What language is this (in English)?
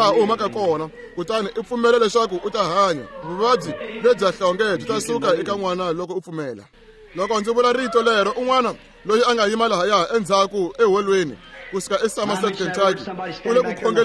Tsonga